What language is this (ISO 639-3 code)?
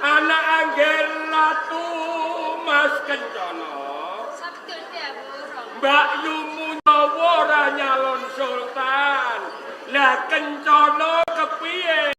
jav